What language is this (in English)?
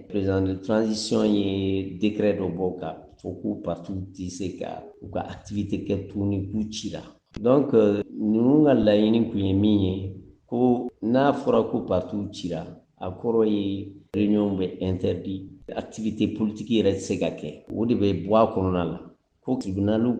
Bambara